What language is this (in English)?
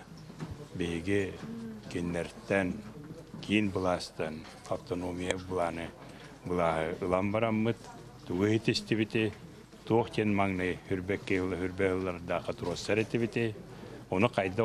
Yakut